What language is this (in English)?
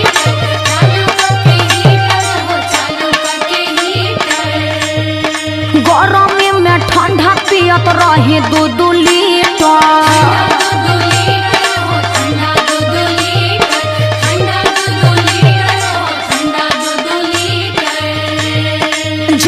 Bhojpuri